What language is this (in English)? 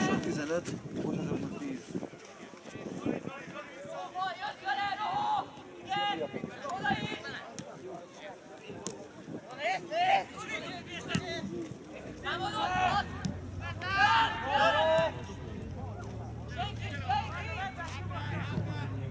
Hungarian